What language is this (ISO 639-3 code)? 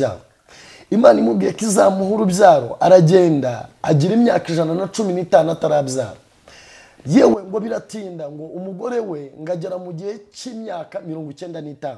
kin